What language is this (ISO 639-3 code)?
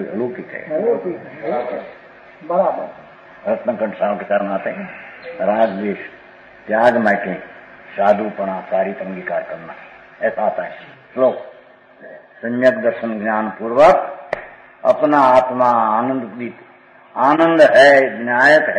hin